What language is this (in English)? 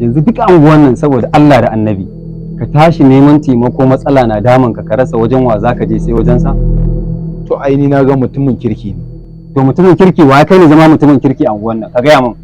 Hausa